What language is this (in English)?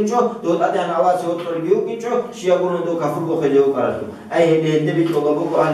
Avaric